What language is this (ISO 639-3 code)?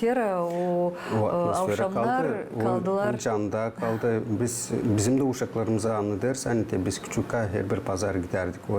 gag